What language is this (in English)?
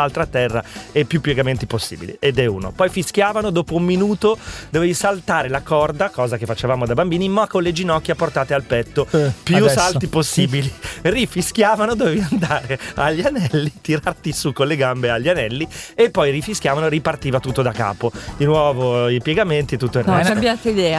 Italian